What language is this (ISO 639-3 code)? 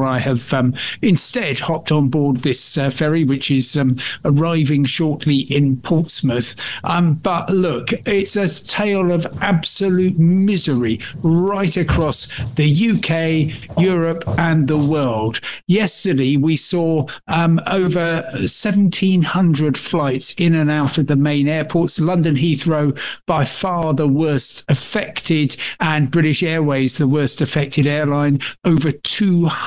eng